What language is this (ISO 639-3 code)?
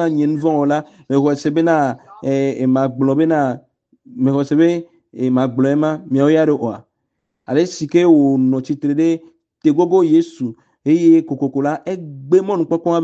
ewe